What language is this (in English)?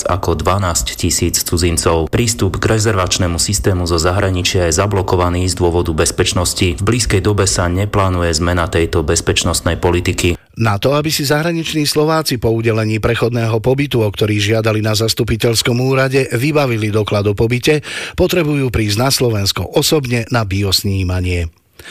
Slovak